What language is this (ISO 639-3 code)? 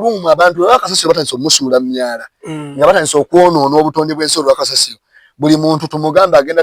lug